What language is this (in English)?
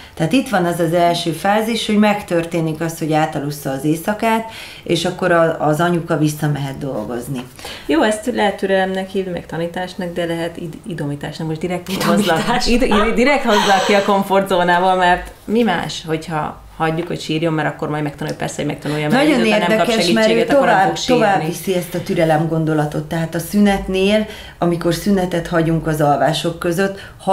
Hungarian